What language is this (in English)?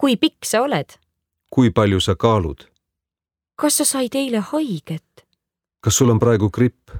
Estonian